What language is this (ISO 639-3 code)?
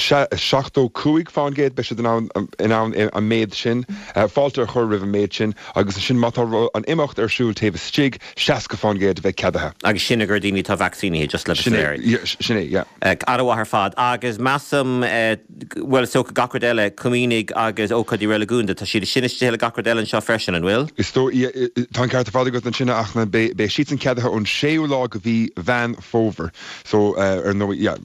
gle